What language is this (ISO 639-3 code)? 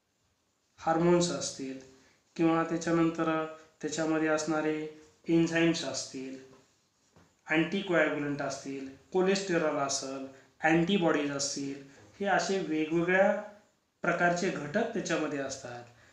mar